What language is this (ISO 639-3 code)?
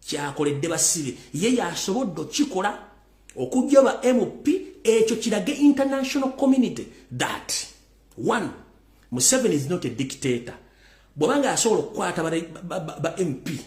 lug